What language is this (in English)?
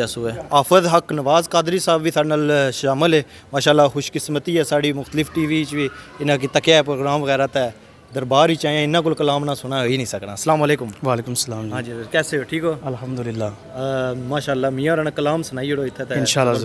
Pahari-Potwari